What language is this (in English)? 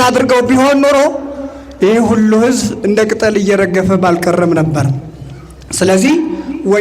Amharic